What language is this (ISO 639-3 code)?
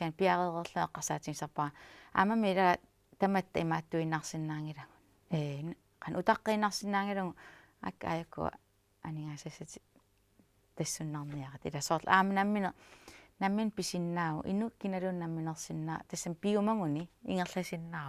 kal